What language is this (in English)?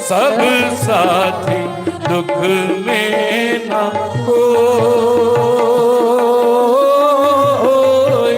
Dogri